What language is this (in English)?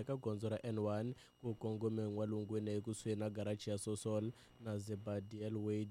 Tsonga